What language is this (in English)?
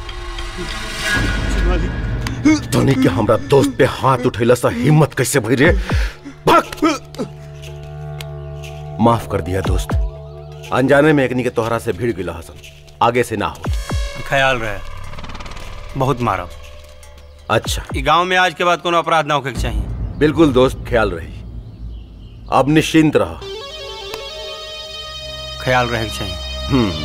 Bhojpuri